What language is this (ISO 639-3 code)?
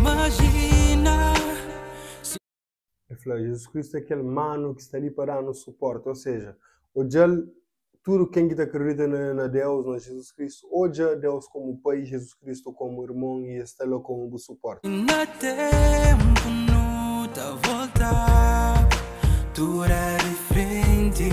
kea